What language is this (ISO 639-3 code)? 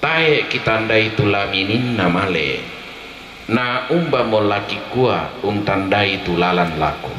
sda